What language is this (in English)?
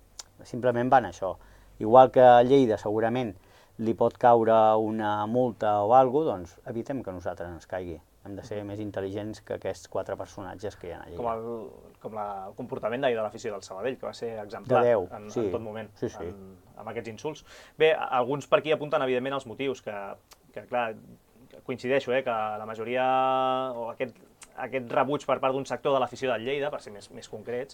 Catalan